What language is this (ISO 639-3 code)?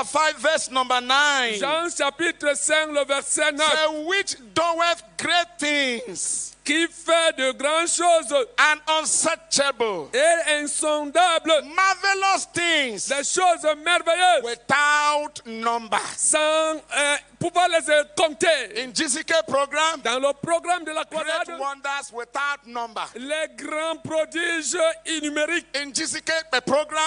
ewe